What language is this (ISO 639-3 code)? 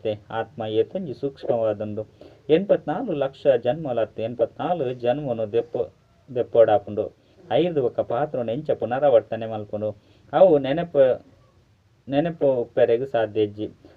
tcy